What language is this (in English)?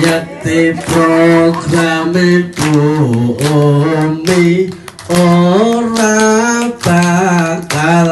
Javanese